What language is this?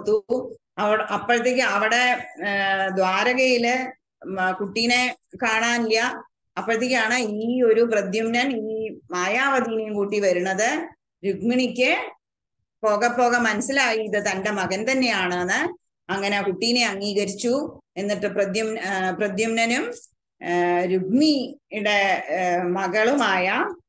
Malayalam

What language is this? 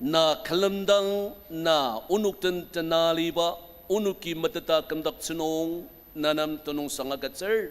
Ao Naga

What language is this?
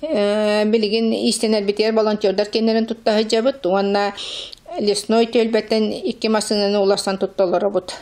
Yakut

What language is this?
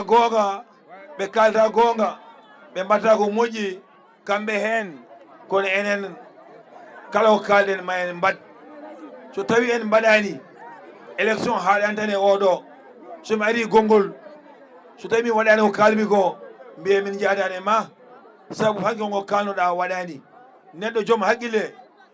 Fula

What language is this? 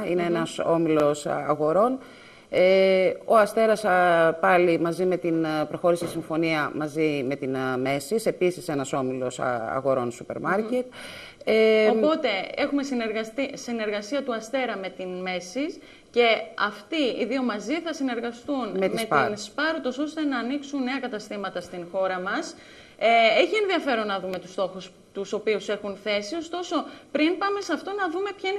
Greek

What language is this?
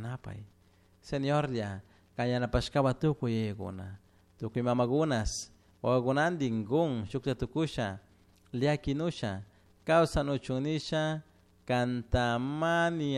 Chimborazo Highland Quichua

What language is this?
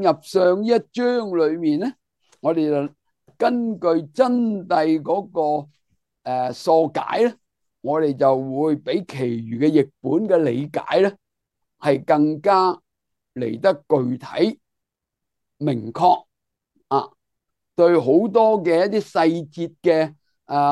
Cantonese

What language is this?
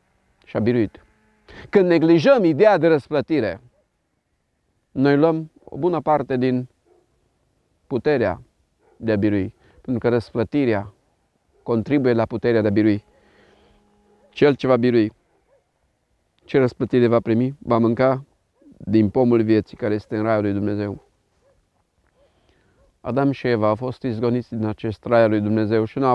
Romanian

